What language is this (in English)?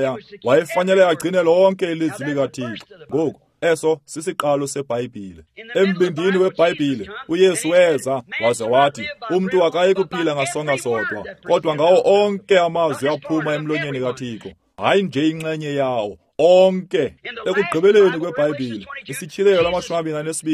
Xhosa